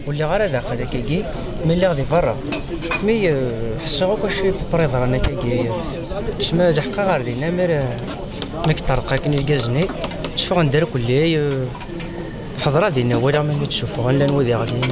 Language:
Kabyle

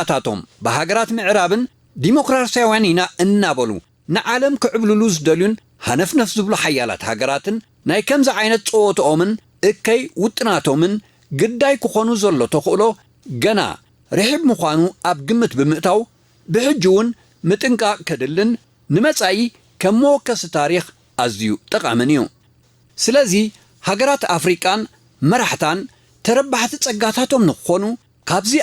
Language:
Tigrinya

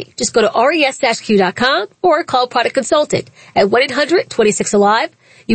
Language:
English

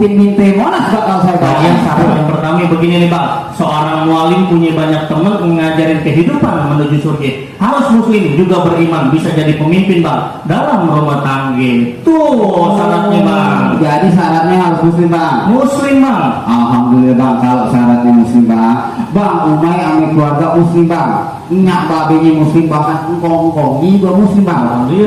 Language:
Betawi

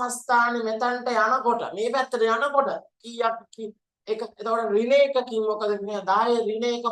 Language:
Sinhala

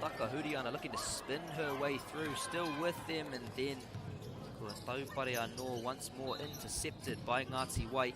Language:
Māori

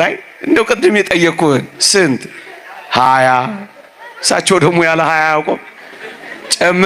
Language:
Amharic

